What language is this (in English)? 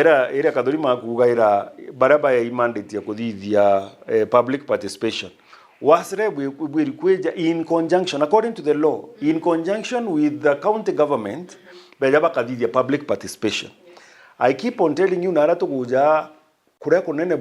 Meru